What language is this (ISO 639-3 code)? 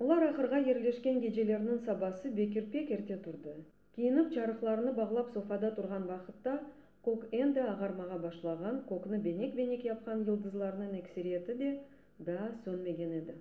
crh